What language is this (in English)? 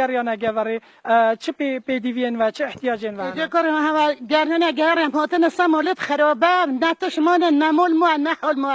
Kurdish